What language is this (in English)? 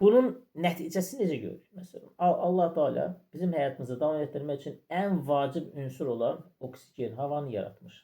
Azerbaijani